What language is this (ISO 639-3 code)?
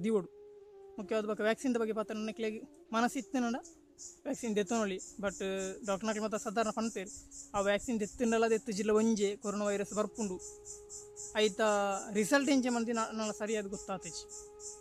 tcy